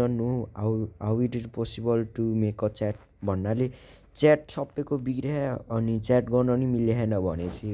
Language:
Nepali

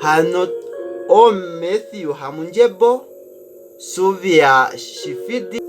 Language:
Kuanyama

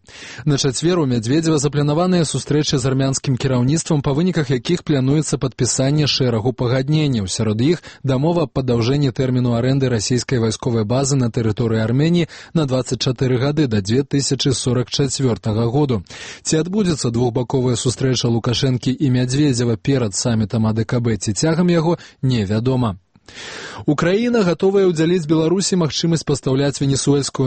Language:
Belarusian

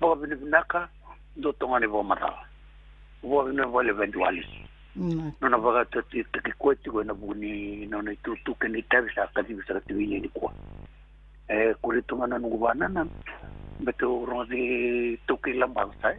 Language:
Fijian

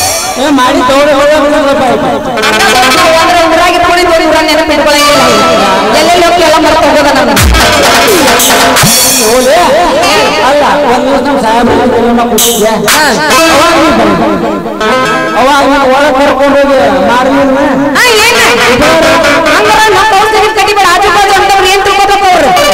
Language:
Kannada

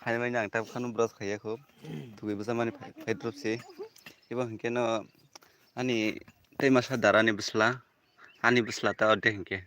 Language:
Kok Borok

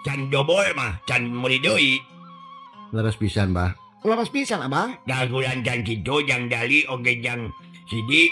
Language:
Sundanese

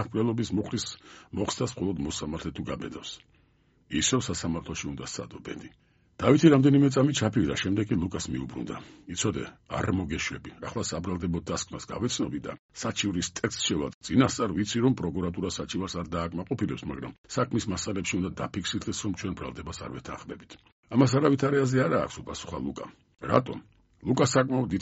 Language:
Georgian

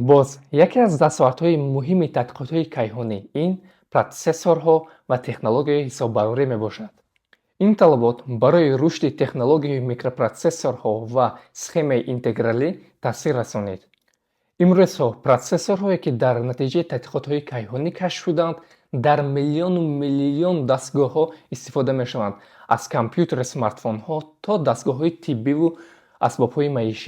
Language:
Tajik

